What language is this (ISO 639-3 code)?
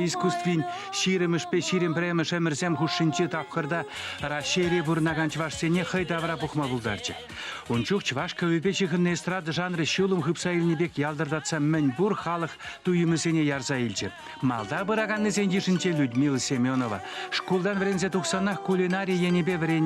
chv